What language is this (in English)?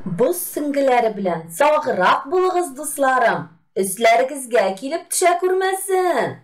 Tatar